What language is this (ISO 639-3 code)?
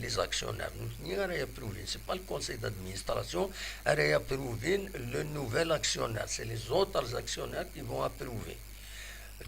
kab